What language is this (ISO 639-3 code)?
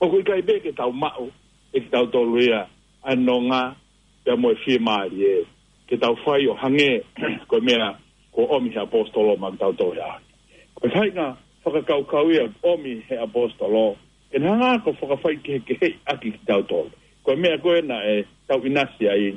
ton